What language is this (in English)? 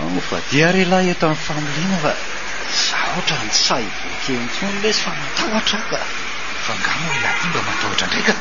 Malagasy